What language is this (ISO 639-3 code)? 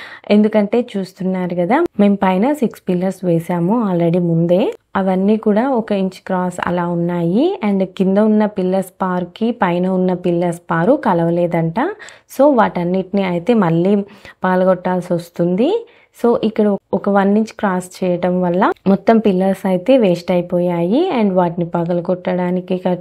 tel